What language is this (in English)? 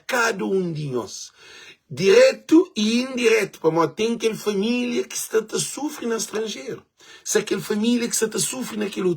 Kabuverdianu